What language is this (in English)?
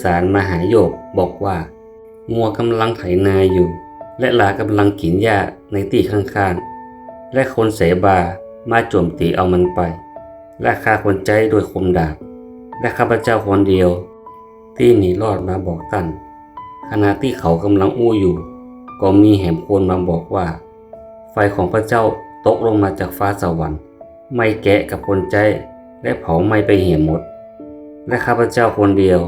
Northern Thai